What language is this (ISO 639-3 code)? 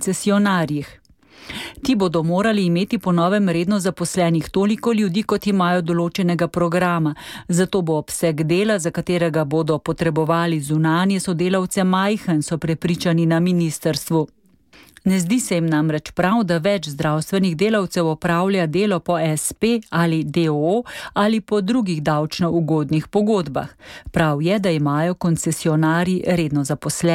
slv